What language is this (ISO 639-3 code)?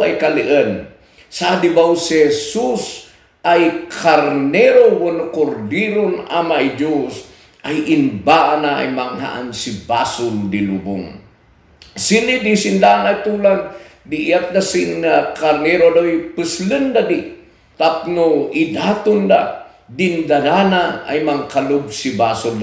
kne